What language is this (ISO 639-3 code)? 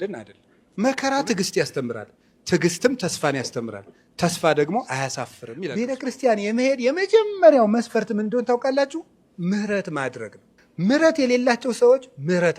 amh